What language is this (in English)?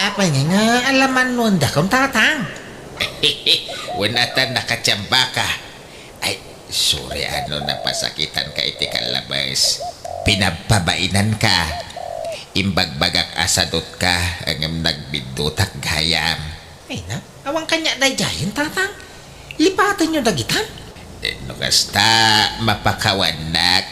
Iloko